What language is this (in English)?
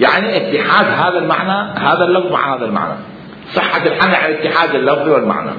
Mesopotamian Arabic